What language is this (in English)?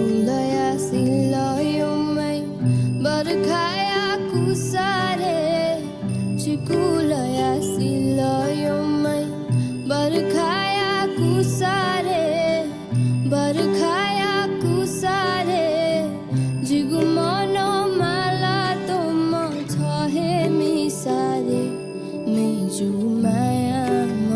Newari